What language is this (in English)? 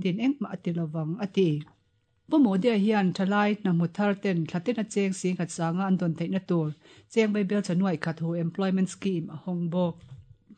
Mizo